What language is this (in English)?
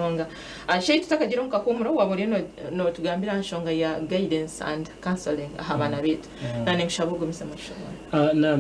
Nyankole